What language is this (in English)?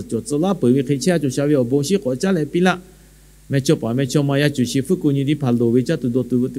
Lahu